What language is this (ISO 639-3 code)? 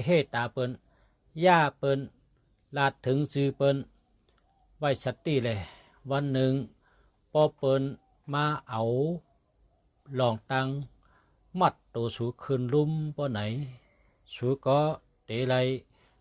shn